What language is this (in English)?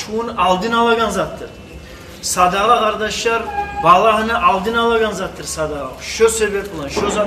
Kumyk